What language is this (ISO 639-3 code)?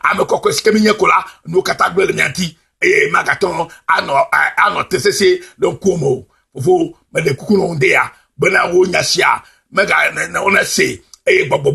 ewe